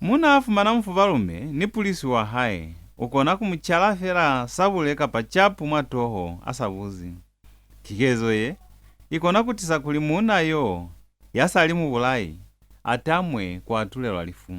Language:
Lozi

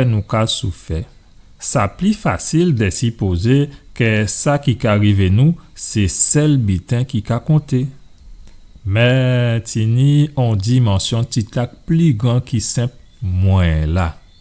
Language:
Guadeloupean Creole French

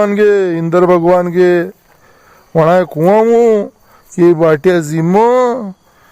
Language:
Rajasthani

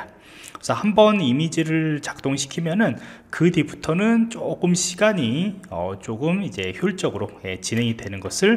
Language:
Korean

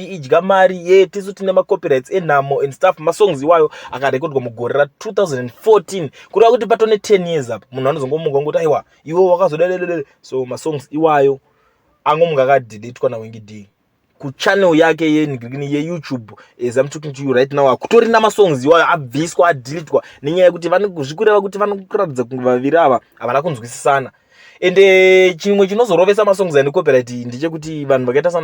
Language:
Shona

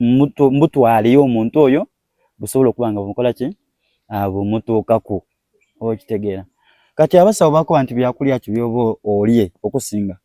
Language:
Soga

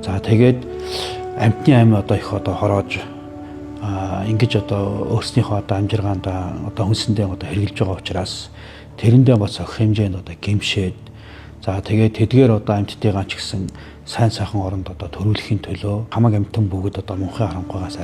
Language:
Mongolian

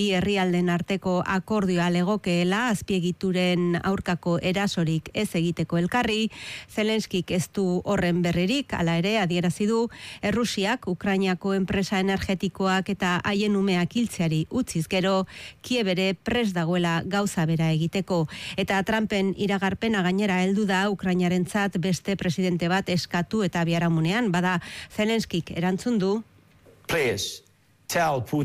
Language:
Basque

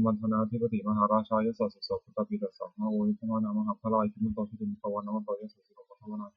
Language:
Pali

